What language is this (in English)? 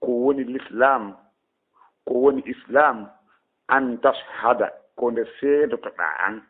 Fula